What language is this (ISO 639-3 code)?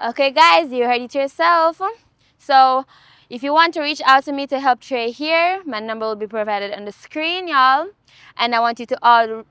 jam